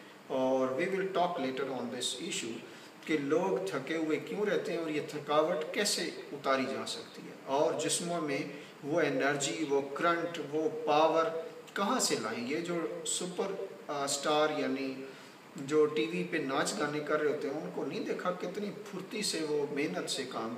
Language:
Urdu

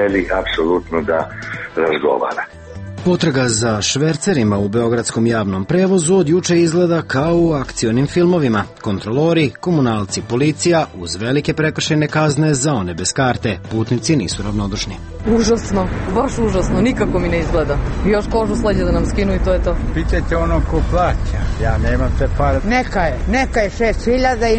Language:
Serbian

